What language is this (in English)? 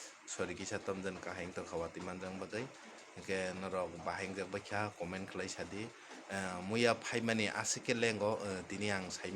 Kok Borok